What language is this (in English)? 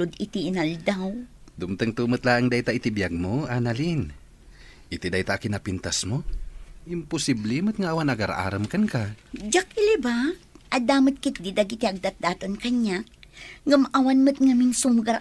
Iloko